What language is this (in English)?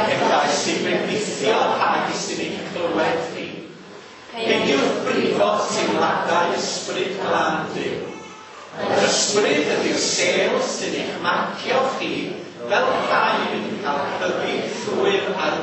Welsh